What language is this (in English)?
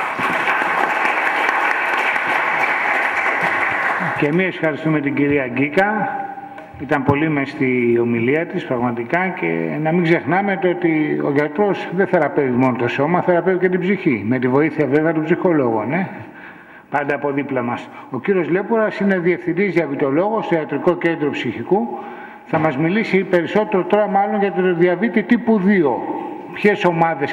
Greek